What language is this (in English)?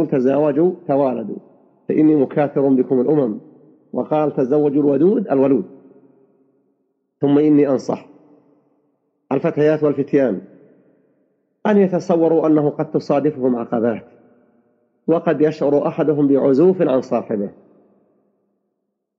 Arabic